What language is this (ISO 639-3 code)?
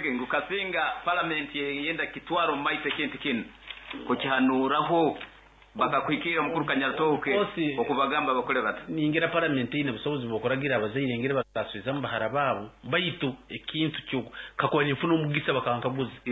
nyo